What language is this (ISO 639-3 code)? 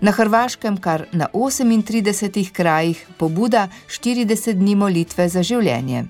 slv